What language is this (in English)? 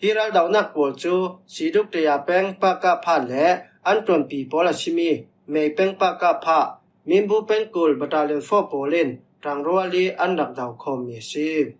Falam Chin